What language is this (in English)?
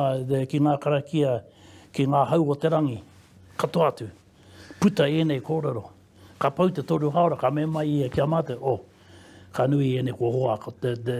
Māori